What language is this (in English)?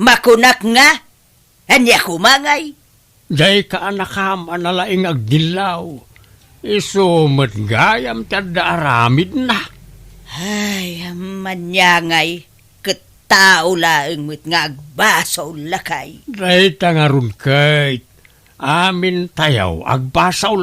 Iloko